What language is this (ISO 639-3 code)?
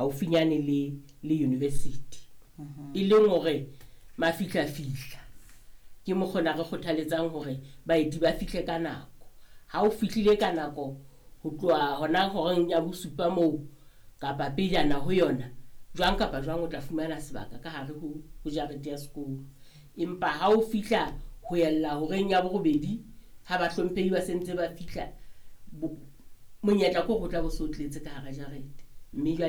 sot